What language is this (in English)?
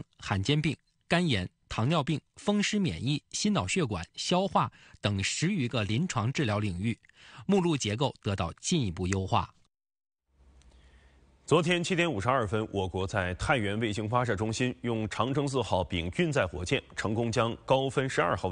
Chinese